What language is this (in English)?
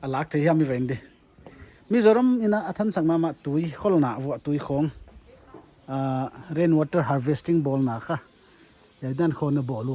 Paite Chin